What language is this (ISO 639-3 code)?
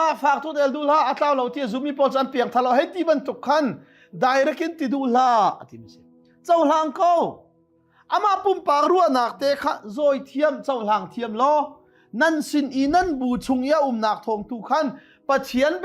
cnh